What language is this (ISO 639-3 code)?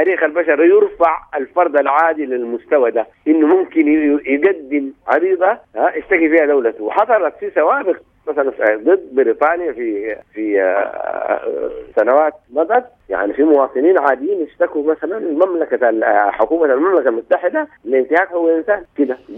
apd